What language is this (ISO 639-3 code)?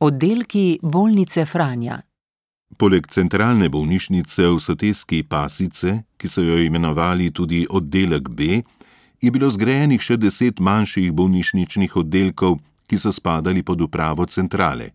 slv